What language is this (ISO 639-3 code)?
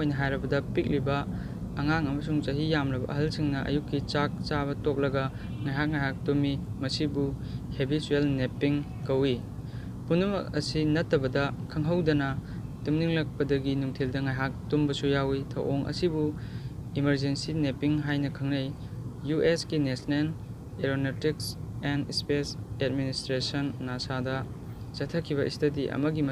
mni